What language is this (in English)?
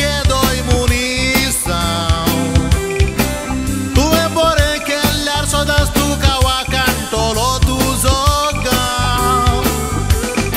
Konkani